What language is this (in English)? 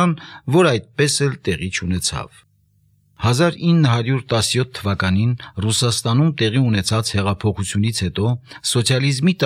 Armenian